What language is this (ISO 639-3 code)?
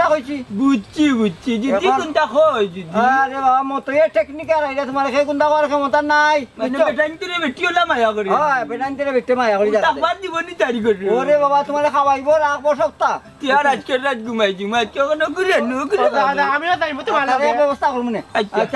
syl